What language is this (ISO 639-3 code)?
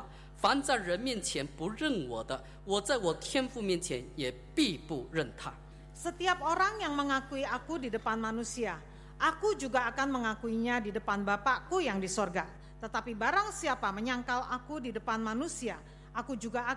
ind